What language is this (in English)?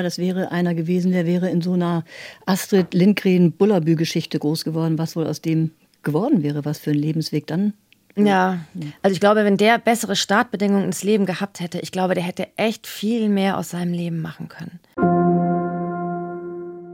German